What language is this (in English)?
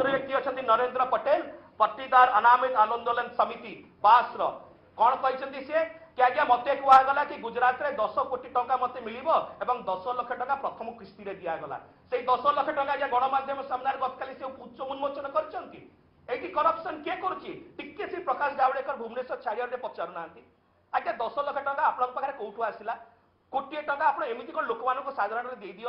Odia